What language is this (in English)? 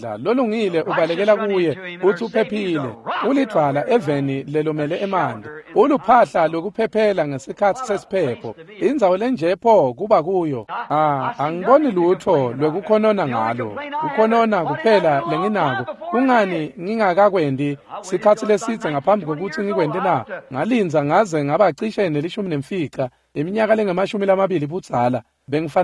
Swati